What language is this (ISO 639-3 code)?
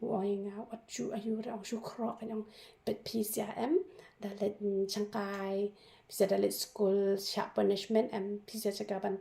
kha